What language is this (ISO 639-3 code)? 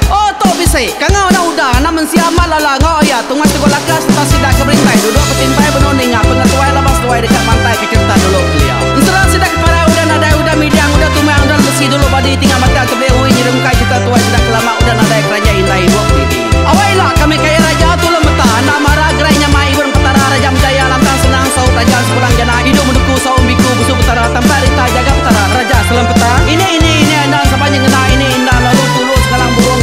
iba